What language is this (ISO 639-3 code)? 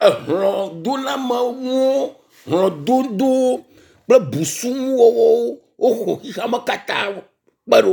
ewe